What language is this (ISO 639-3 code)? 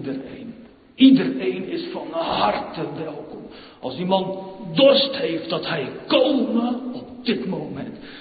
nld